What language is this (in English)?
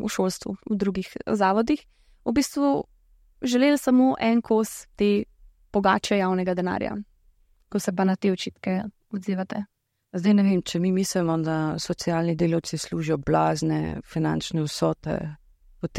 Slovenian